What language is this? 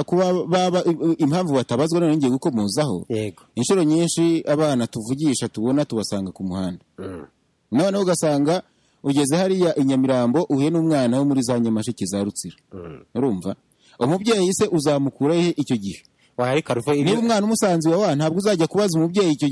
Kinyarwanda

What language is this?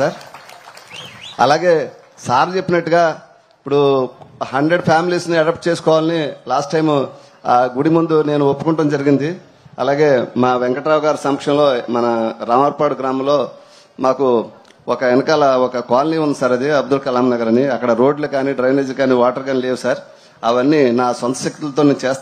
Telugu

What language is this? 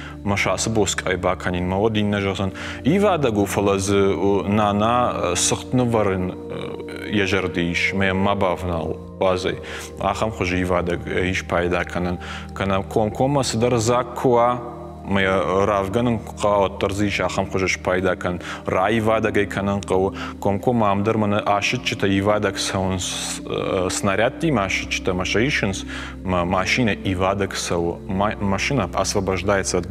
Ossetic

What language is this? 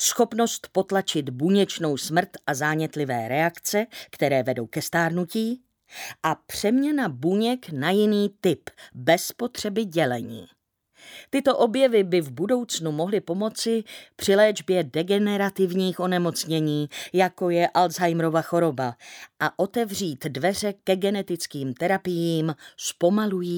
Czech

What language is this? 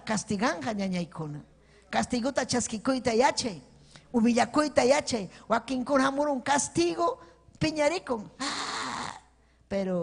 Ayacucho Quechua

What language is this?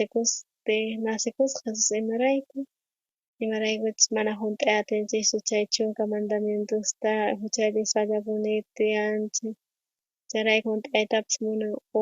South Bolivian Quechua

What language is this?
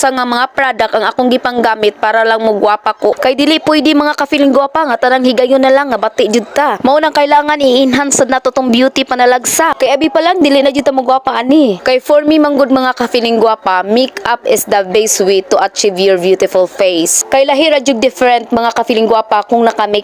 Cebuano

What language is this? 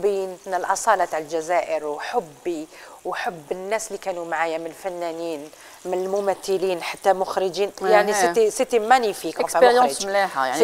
Algerian Arabic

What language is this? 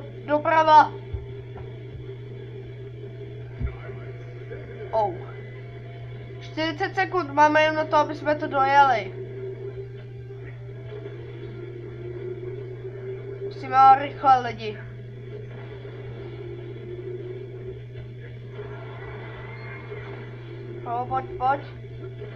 Czech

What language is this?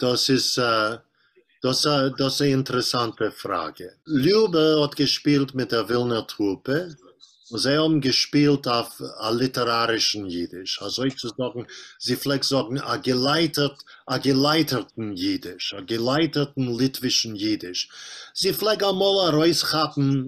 Yiddish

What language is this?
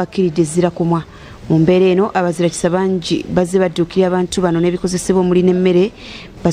Ganda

